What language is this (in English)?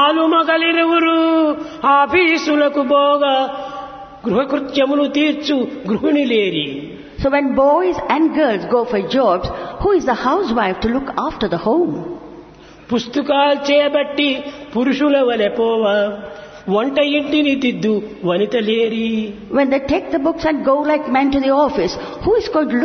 Telugu